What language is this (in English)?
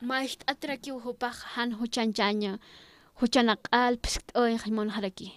Aymara